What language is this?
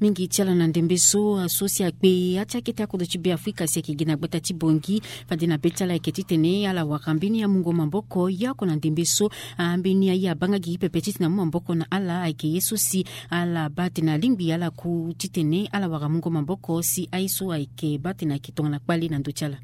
Sango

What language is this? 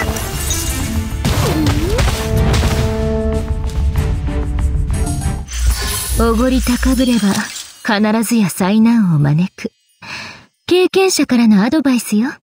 Japanese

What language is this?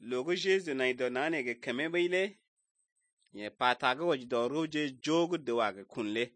Slovenian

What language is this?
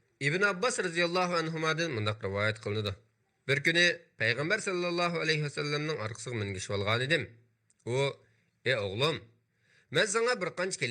Uyghur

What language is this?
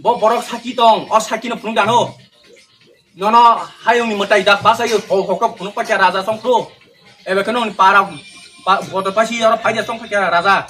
Kok Borok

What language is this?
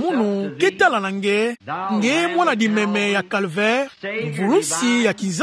Kituba (Democratic Republic of Congo)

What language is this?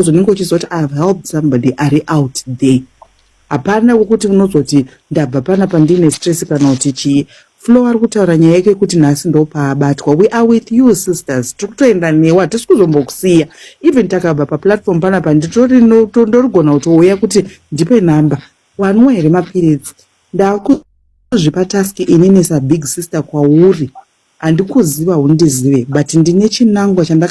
Shona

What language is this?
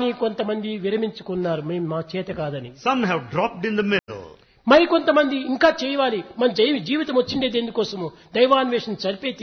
Telugu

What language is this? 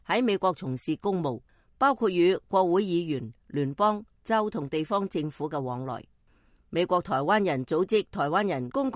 Cantonese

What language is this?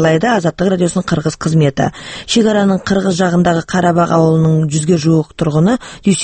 Kazakh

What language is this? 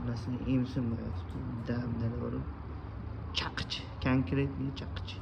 Uzbek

